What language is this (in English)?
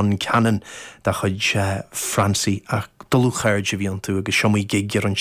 Irish